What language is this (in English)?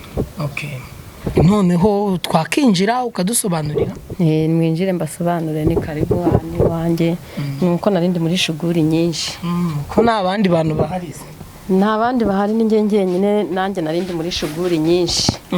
Kinyarwanda